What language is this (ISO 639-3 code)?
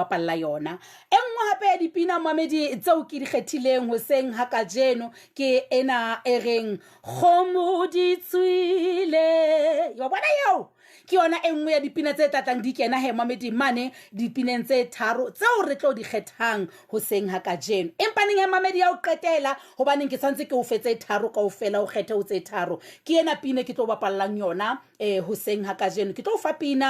sot